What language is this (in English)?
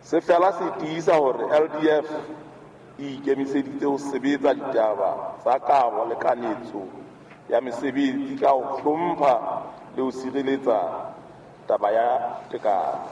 Southern Sotho